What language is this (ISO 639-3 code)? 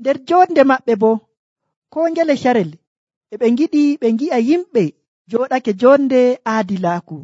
fuv